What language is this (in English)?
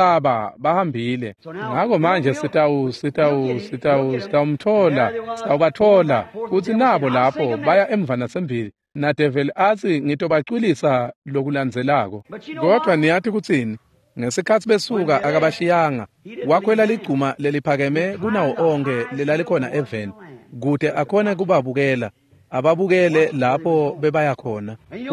Swati